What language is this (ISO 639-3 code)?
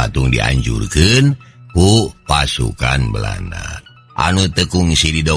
sun